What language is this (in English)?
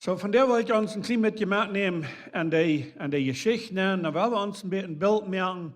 Plautdietsch